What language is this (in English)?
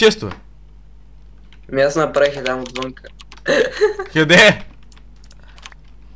Bulgarian